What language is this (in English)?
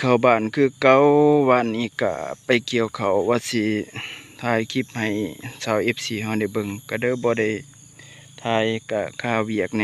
Lao